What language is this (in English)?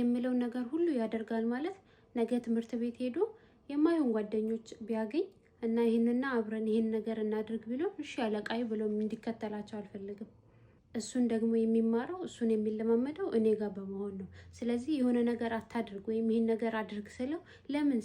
Amharic